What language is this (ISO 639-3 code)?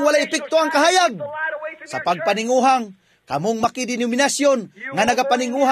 ceb